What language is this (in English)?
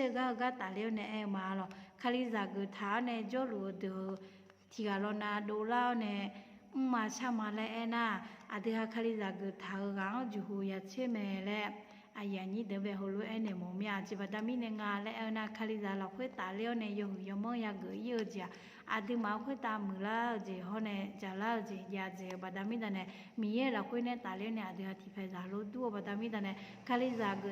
Akha